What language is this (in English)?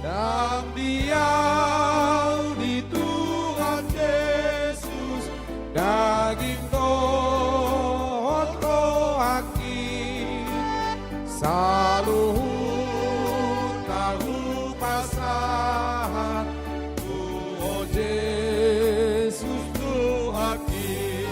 Batak Toba